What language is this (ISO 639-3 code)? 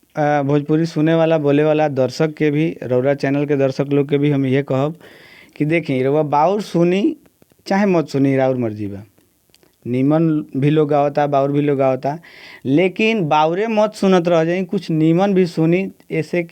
bho